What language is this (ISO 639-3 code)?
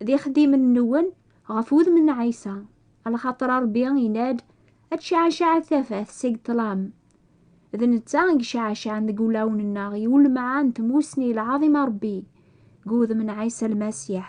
kab